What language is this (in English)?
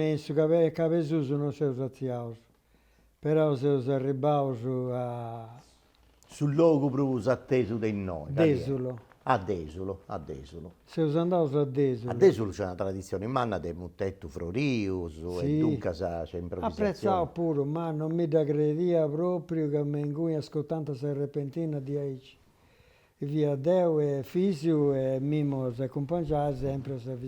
Sardinian